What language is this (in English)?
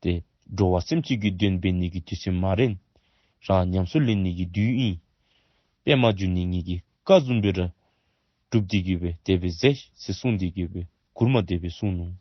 Dzongkha